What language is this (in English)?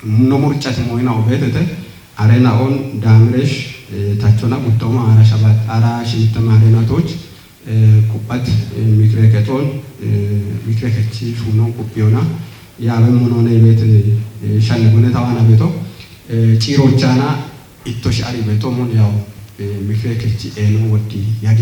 Kafa